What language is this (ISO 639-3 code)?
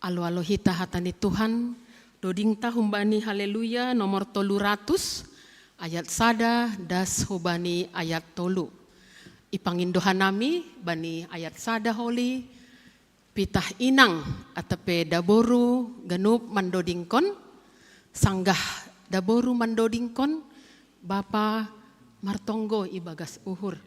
bts